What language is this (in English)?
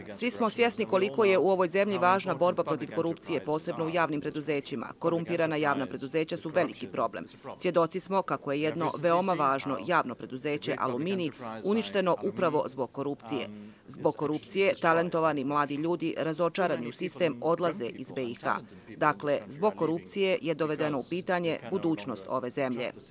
Bosnian